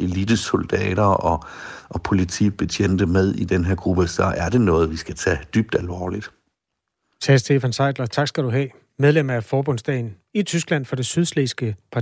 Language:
Danish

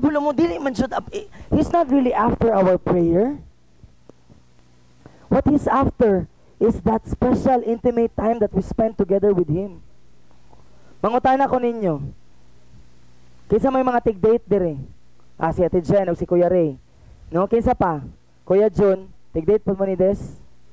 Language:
Cebuano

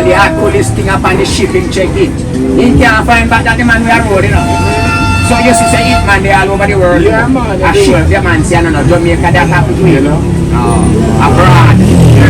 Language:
Jamaican Creole English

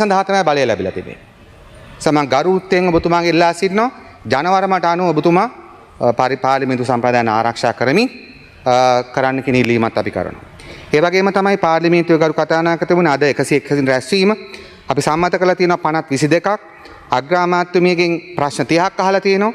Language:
Sinhala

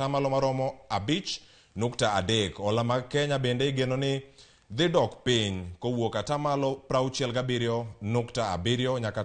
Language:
Luo (Kenya and Tanzania)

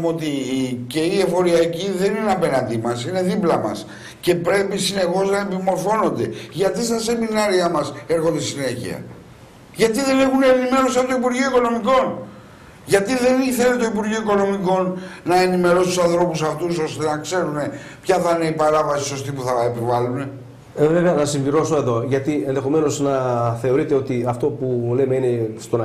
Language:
Greek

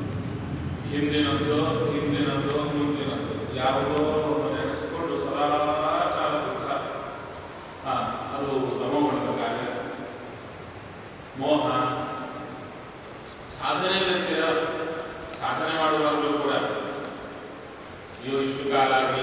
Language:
Kannada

